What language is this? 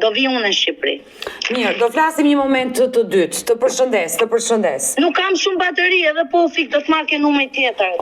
Albanian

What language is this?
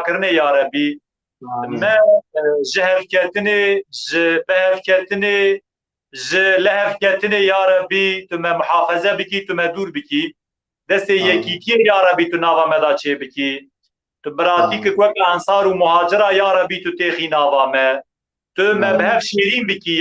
Kurdish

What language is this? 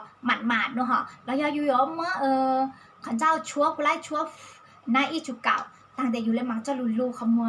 Hmong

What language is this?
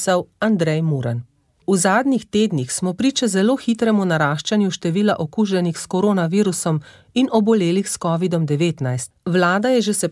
Slovenian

